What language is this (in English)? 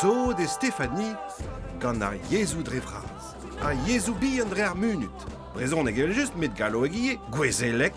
Breton